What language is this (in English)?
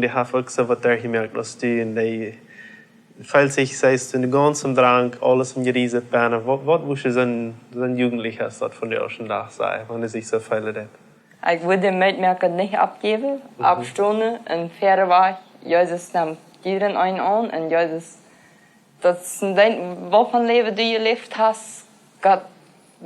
Plautdietsch